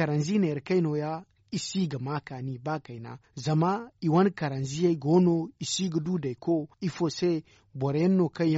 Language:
Zarma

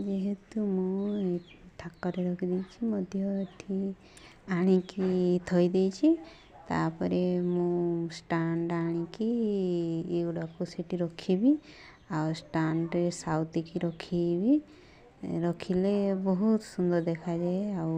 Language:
Odia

